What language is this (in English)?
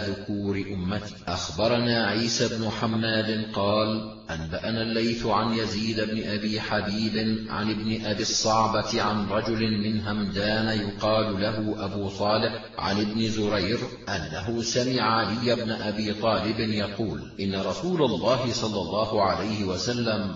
Arabic